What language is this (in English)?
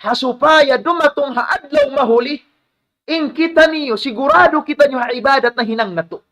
Tausug